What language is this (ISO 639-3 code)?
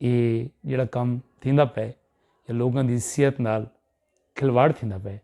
skr